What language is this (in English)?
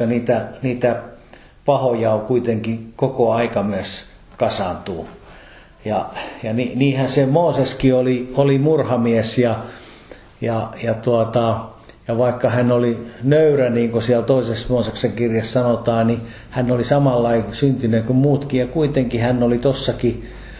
Finnish